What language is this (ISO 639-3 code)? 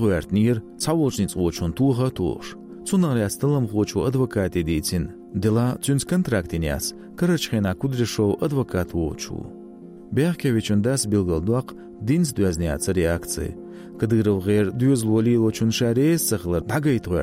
che